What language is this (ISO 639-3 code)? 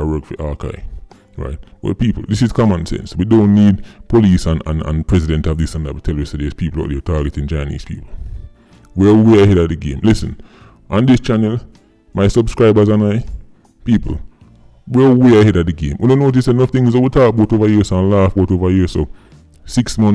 jam